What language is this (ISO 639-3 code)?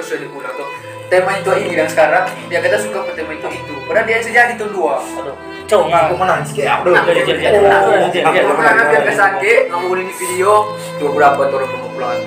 xmm